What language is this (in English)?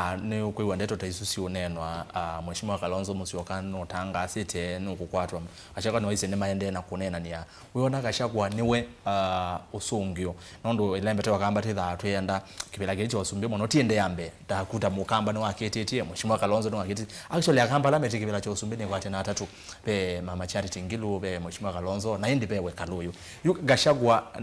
Kamba